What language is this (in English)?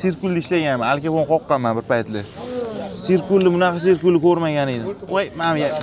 Uzbek